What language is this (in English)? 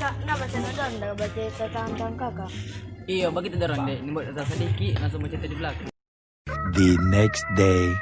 Manado Malay